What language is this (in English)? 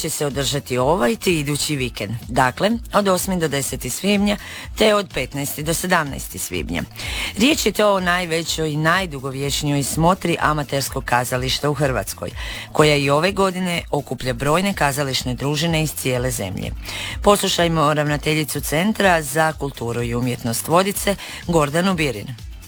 Croatian